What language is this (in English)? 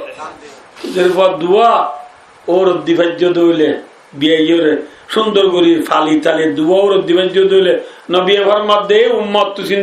Rohingya